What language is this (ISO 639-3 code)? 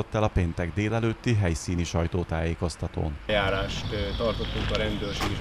hun